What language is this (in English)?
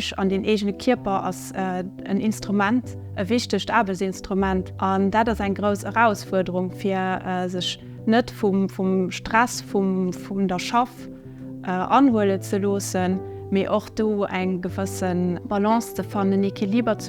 Luxembourgish